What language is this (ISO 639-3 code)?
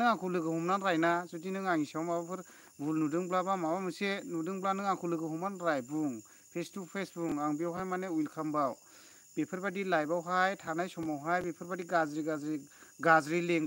brx